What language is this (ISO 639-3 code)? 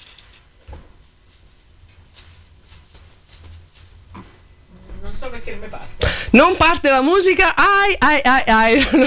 ita